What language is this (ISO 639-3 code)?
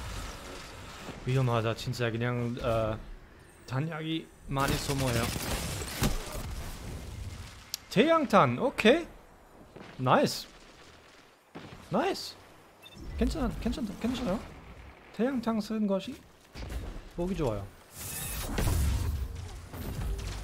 kor